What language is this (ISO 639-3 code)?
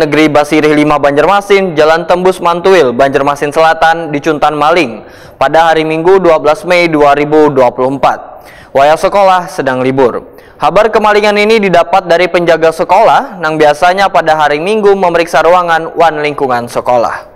bjn